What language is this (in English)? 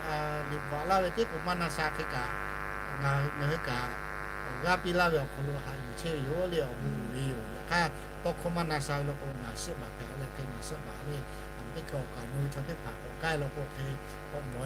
Lahu